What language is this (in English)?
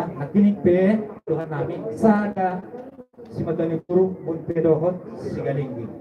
Batak Toba